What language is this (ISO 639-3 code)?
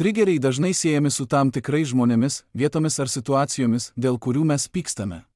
lit